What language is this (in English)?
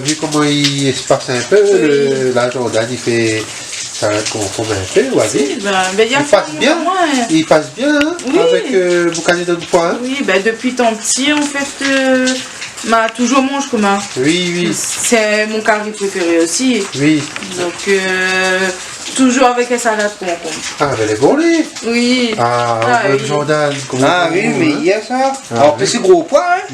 Réunion Creole French